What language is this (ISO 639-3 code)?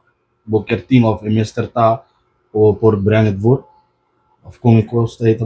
pap